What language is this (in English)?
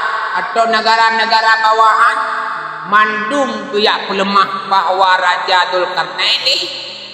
Achinese